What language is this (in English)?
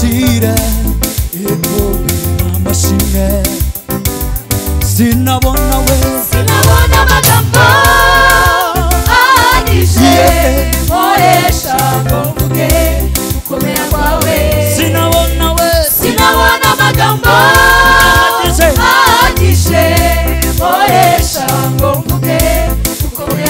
Kinyarwanda